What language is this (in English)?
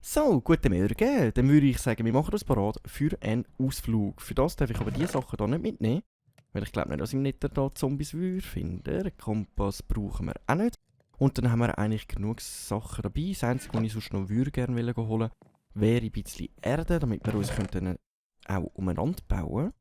Swiss German